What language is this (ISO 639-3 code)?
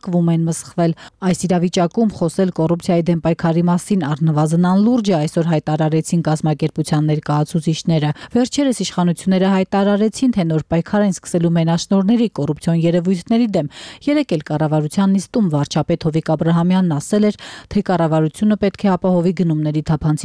hye